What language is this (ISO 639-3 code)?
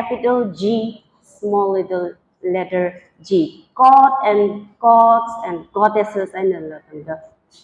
nmf